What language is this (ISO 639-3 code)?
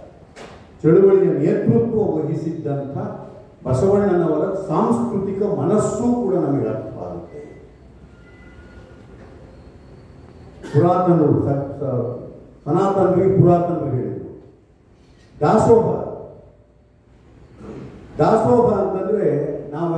kan